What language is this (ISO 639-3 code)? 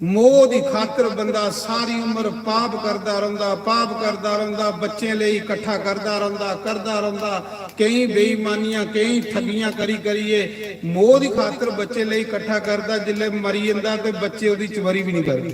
doi